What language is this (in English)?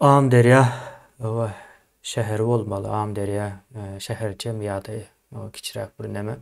Turkmen